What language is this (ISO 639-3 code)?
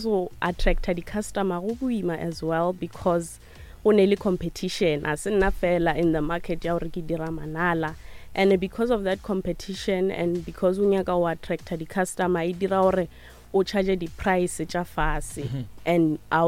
nso